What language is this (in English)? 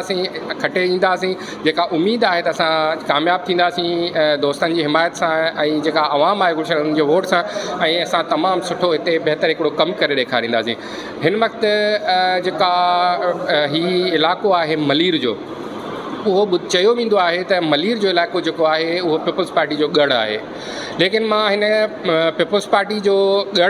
Sindhi